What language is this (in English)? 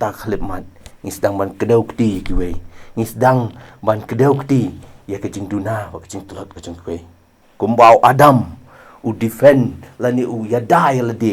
Khasi